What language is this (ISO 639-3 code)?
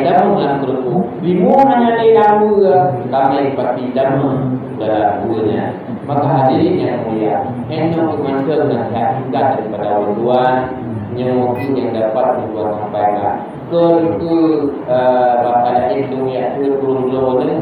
ace